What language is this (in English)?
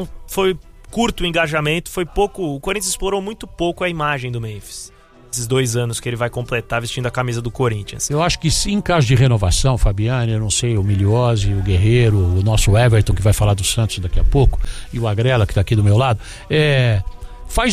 Portuguese